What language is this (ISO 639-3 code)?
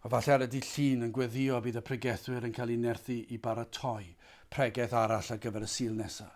cym